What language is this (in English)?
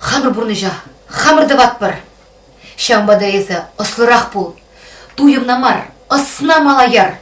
Chuvash